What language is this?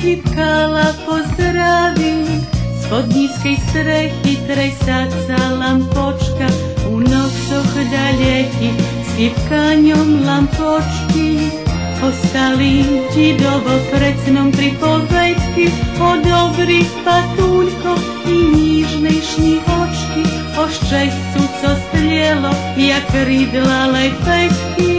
Rusyn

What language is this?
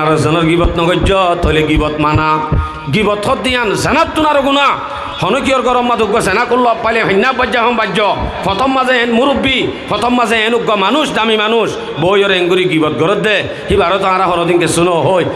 Rohingya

